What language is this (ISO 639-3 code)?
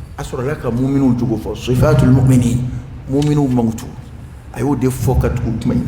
dyu